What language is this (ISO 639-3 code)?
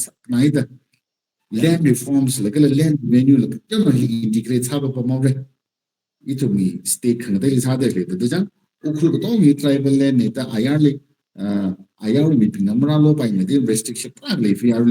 nmf